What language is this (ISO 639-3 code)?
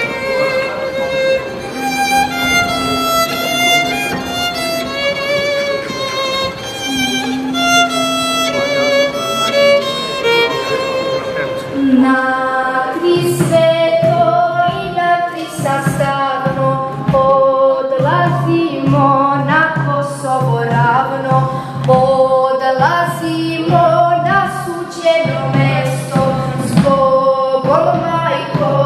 srp